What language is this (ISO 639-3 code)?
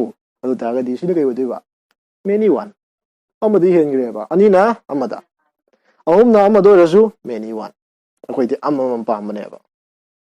mni